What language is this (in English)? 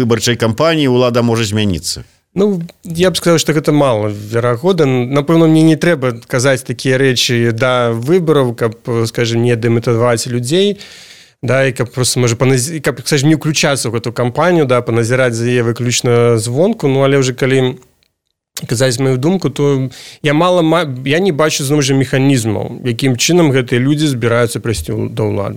Belarusian